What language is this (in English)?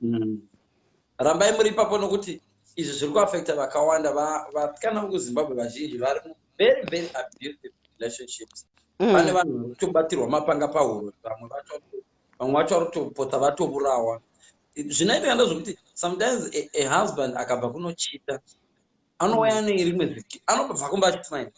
Shona